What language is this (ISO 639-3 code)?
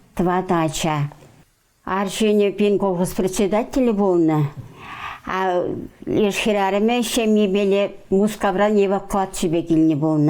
chv